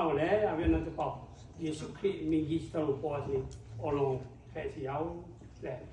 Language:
Lahu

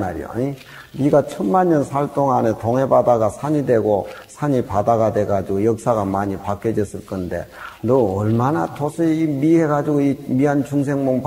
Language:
Korean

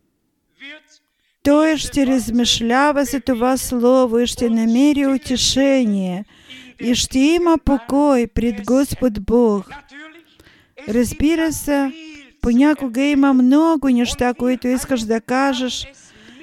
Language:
Bulgarian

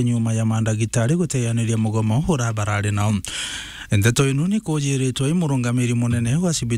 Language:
Meru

